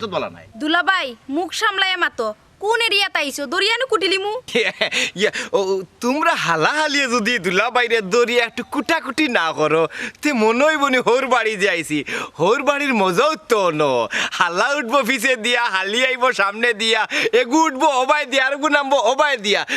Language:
Sylheti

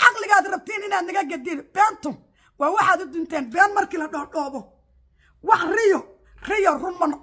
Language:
Somali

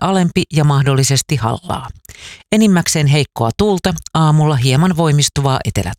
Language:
Finnish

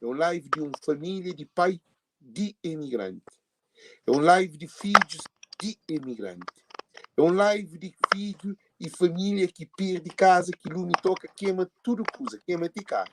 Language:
Kabuverdianu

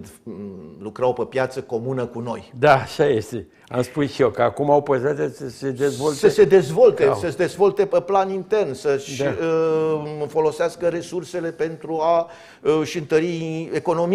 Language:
Romanian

